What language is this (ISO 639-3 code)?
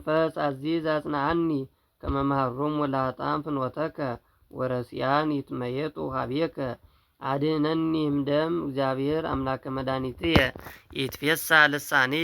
gez